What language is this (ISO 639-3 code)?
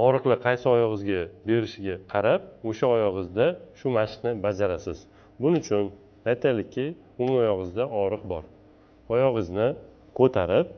uzb